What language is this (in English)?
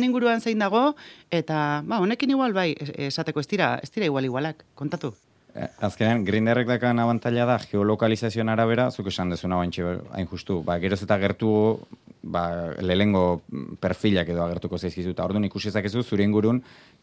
Basque